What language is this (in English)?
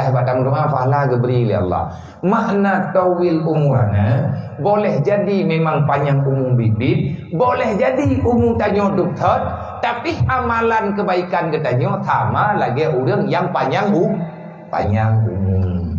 Achinese